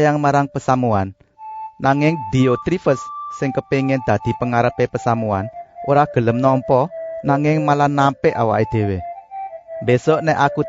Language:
Javanese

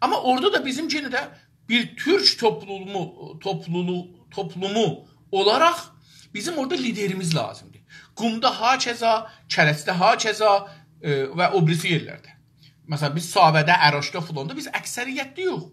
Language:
South Azerbaijani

